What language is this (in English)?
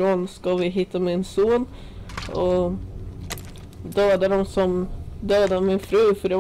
Swedish